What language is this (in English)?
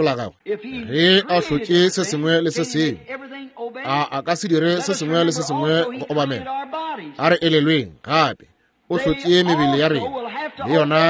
Northern Sotho